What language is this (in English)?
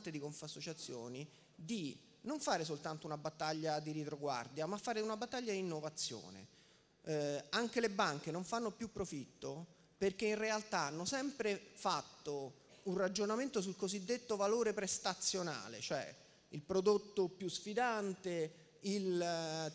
Italian